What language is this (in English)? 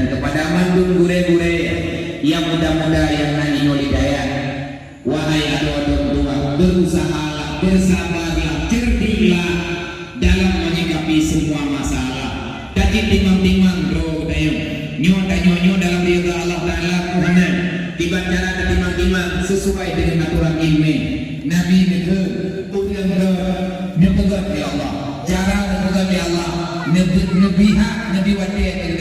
Achinese